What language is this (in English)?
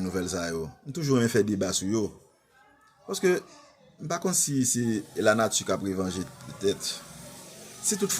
Haitian Creole